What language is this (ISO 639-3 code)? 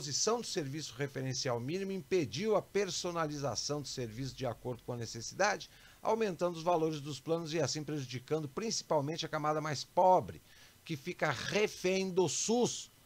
por